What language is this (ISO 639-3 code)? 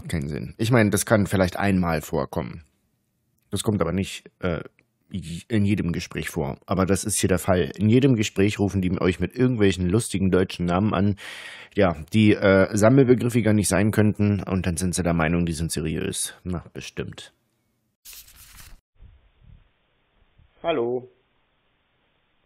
deu